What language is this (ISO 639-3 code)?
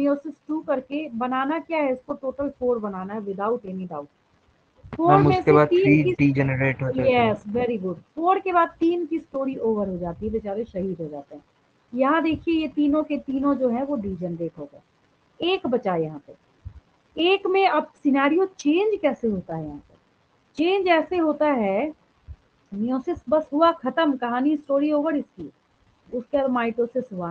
hin